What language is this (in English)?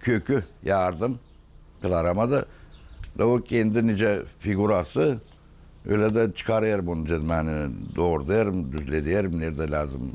Gagauz